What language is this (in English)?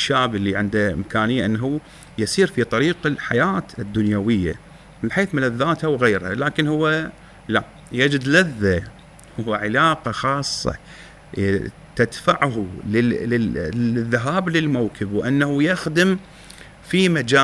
Mesopotamian Arabic